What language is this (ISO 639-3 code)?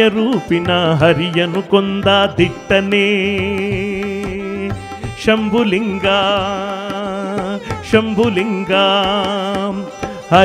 kan